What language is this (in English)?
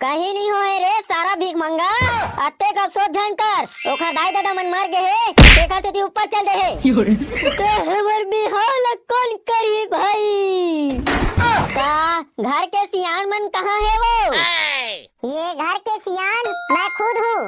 Chhattisgarhi